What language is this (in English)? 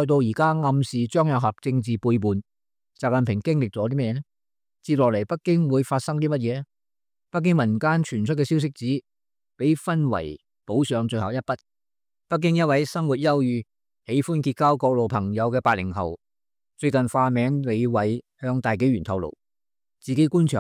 Cantonese